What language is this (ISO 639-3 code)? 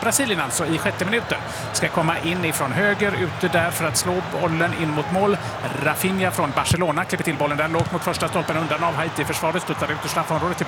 swe